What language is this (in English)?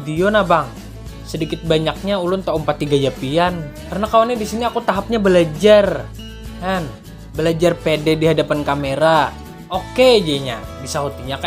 Banjar